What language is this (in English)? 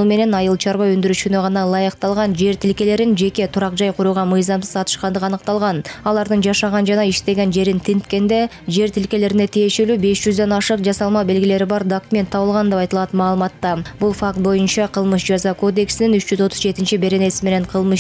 Kyrgyz